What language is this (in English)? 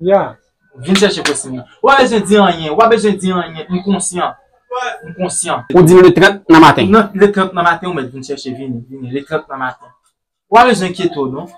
Haitian Creole